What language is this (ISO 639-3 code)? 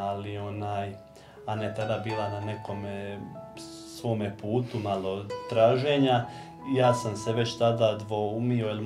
hrv